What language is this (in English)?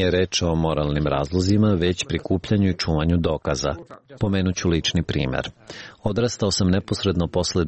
Serbian